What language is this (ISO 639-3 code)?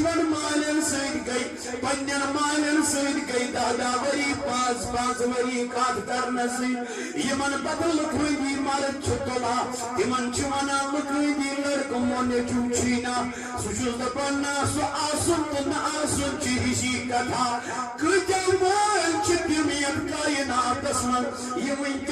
kas